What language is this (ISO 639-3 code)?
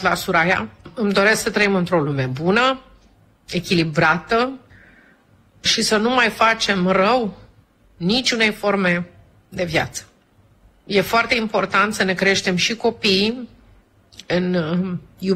ron